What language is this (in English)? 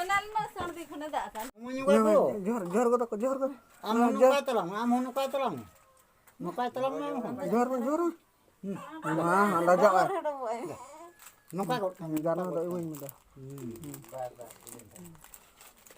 Santali